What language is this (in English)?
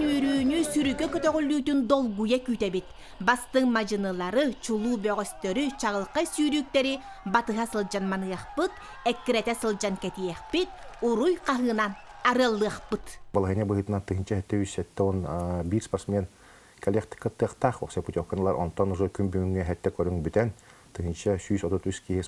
Yakut